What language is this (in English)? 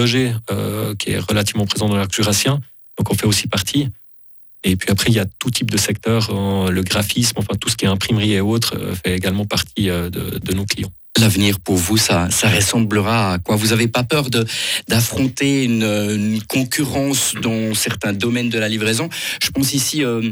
French